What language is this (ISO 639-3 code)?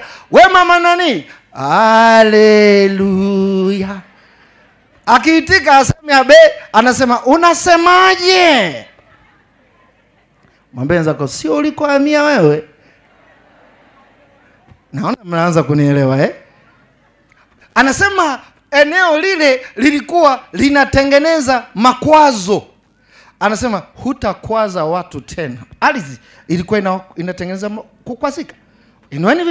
swa